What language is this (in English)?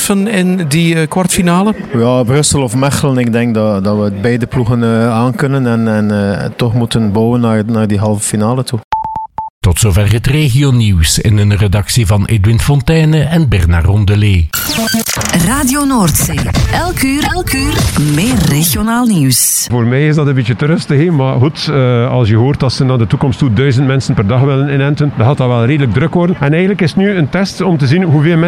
Dutch